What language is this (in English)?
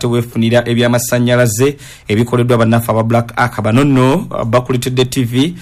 Ganda